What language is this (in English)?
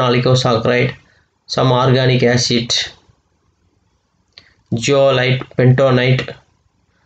Tamil